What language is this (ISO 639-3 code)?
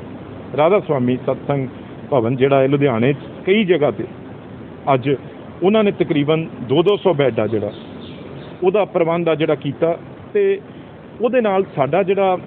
pan